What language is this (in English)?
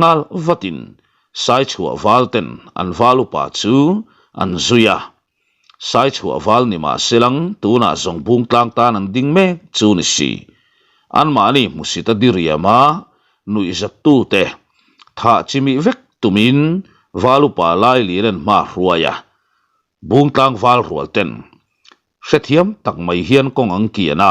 Mizo